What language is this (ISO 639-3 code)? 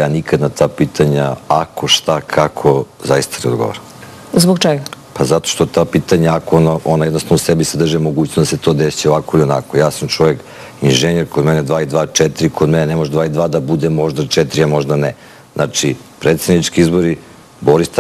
srp